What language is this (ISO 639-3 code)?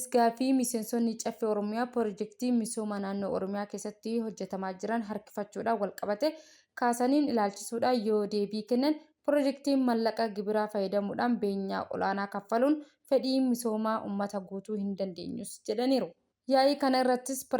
orm